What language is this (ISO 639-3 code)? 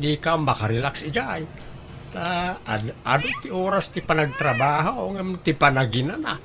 ilo